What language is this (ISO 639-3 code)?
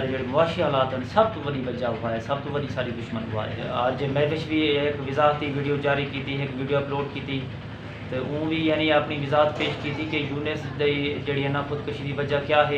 skr